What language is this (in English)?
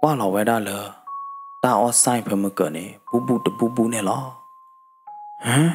S'gaw Karen